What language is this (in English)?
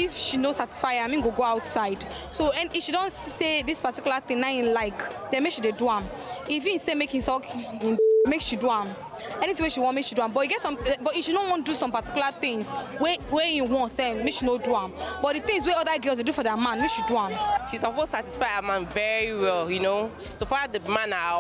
Nigerian Pidgin